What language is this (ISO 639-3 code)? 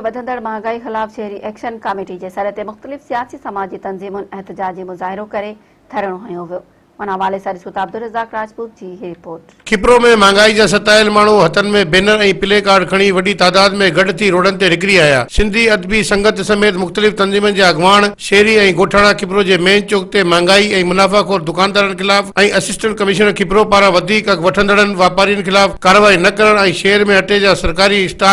snd